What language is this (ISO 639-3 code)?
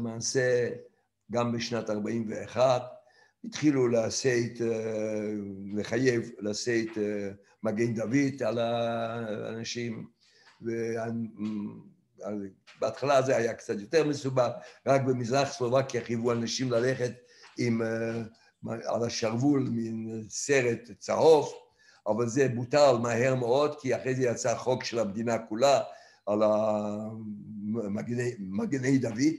heb